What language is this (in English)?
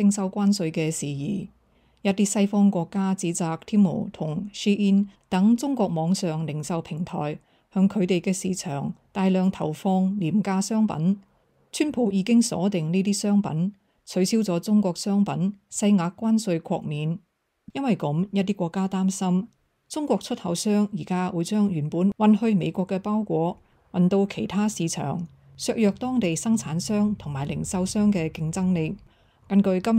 Cantonese